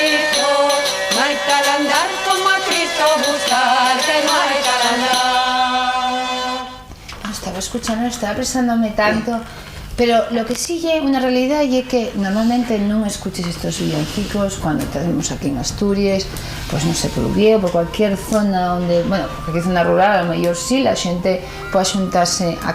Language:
Asturian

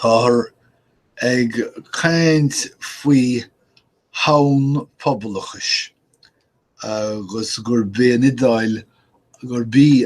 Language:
Irish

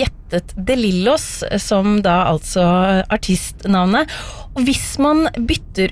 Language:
Norwegian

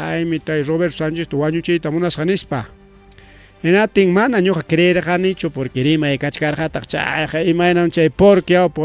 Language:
Ayacucho Quechua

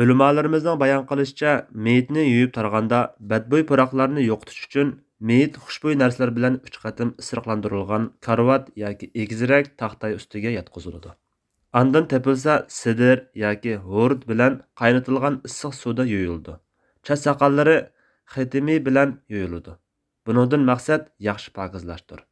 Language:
Uyghur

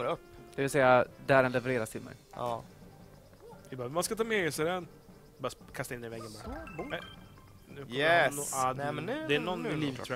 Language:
Swedish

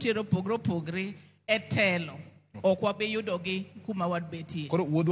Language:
Luo (Kenya and Tanzania)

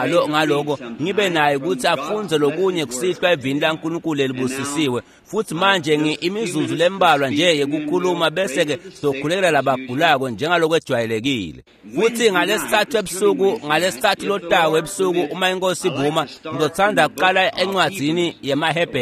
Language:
Swati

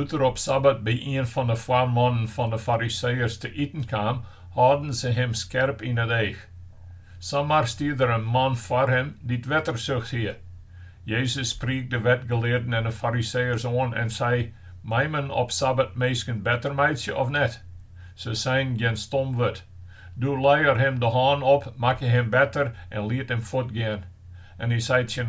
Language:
Western Frisian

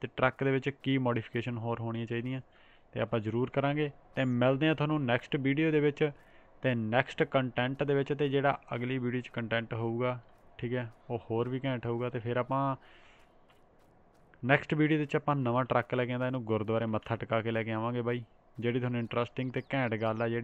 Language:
Punjabi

